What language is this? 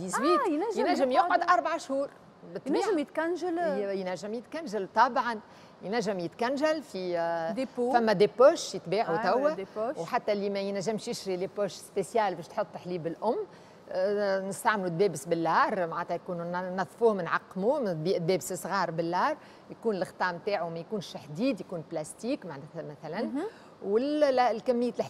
Tunisian Arabic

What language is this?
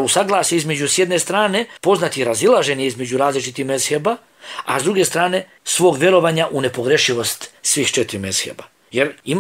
Bosnian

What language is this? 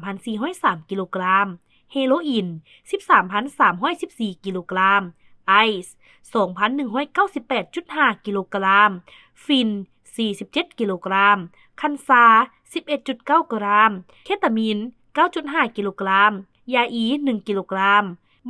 Lao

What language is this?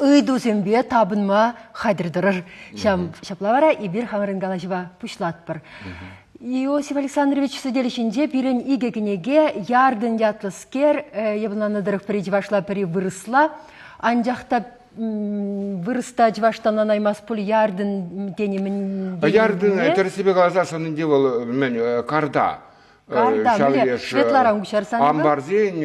Chuvash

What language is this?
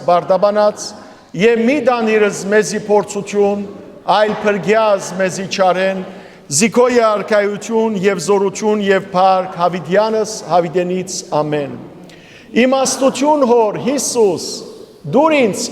Western Armenian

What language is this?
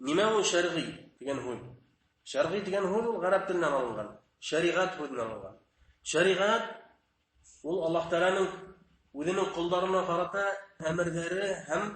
Bashkir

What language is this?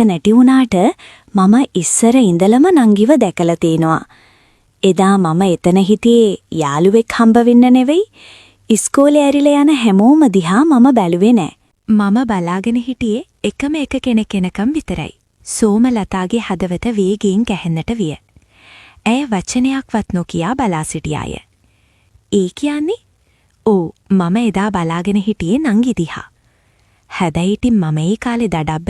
Sinhala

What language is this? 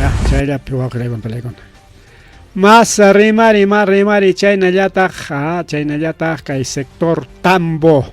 Ayacucho Quechua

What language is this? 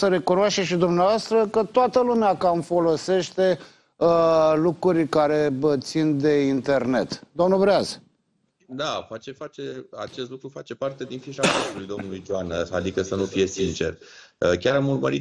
Romanian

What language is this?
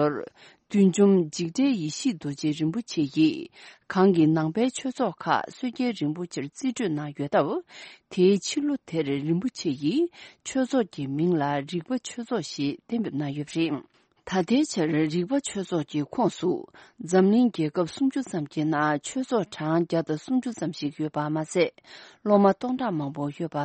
Tibetan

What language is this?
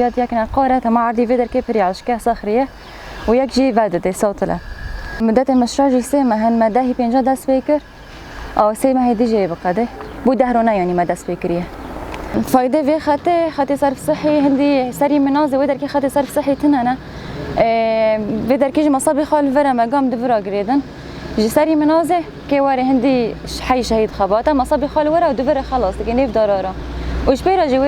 Kurdish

